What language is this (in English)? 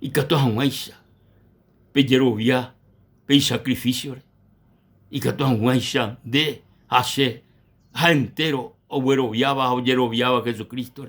Guarani